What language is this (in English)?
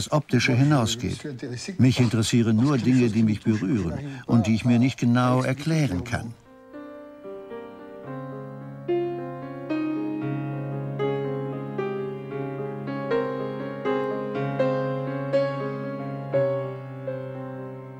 German